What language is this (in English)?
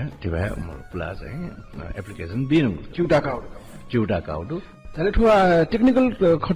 Newari